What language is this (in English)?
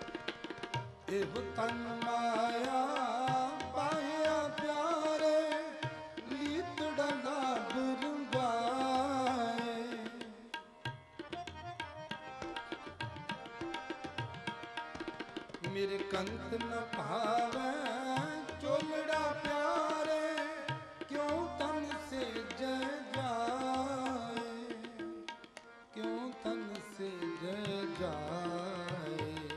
Punjabi